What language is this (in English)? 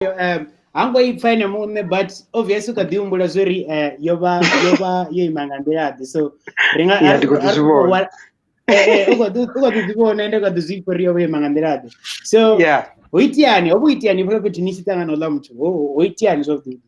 Venda